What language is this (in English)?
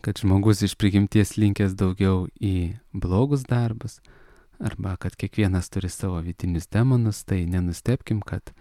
Lithuanian